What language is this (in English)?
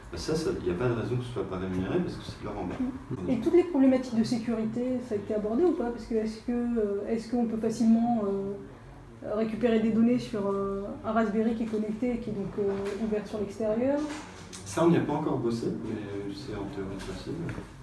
French